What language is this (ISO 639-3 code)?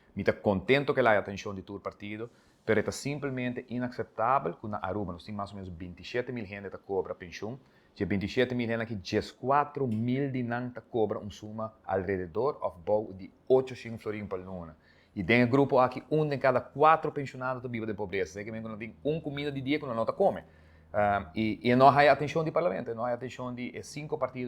pap